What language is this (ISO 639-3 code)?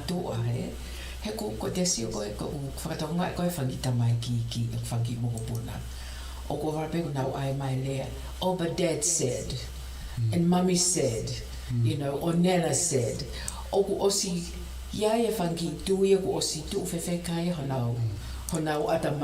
ton